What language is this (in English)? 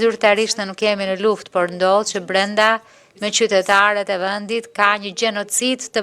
Albanian